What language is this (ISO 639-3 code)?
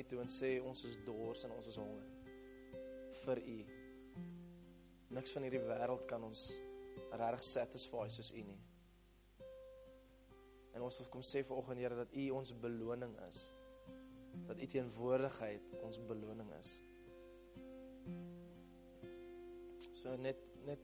afr